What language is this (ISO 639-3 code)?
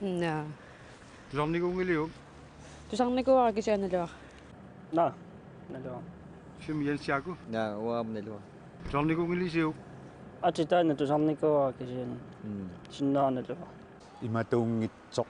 kal